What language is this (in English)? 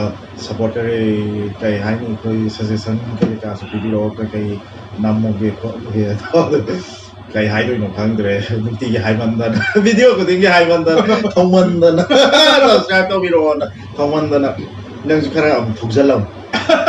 Manipuri